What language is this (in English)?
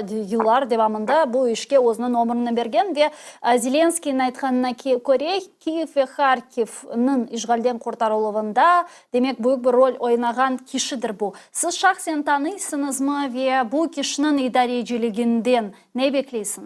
Crimean Tatar